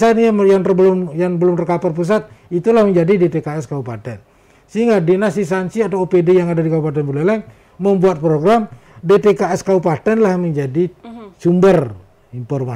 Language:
Indonesian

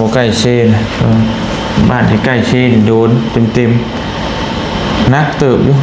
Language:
Lao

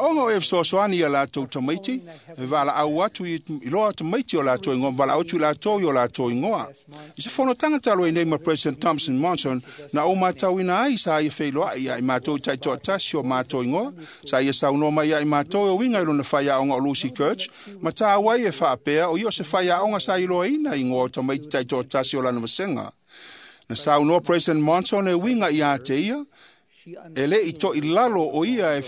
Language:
Samoan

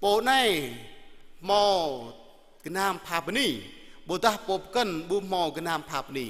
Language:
Jarai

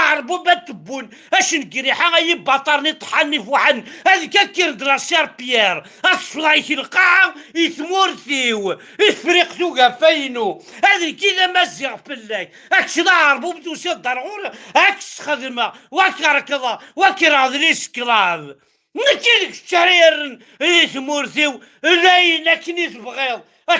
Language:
Kabyle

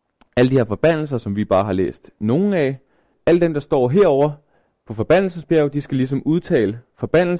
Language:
Danish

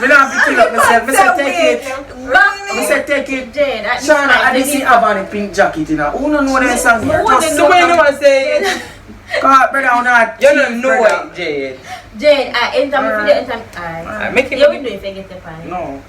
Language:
Jamaican Creole English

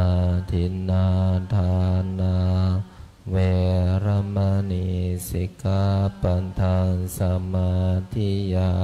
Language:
Pali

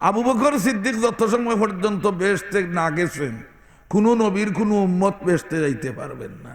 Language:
Sylheti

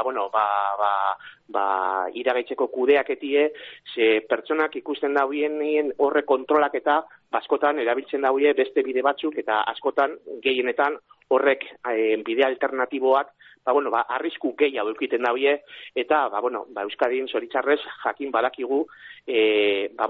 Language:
Basque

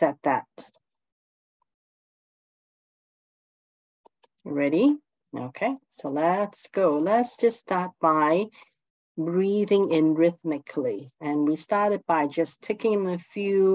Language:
English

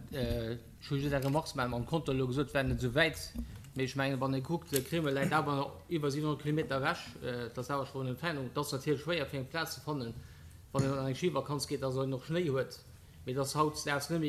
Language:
Luxembourgish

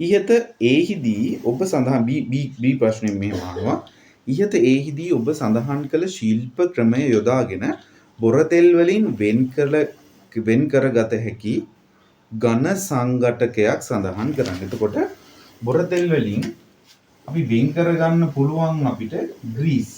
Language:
Sinhala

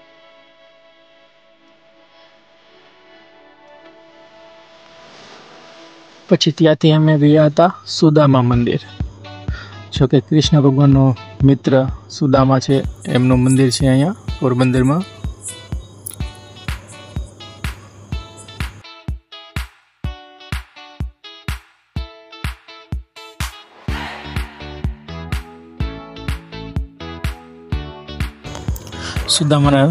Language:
Gujarati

